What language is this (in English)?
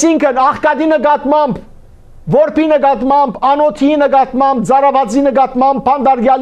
Western Armenian